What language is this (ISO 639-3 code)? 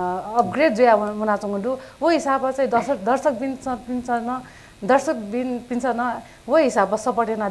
new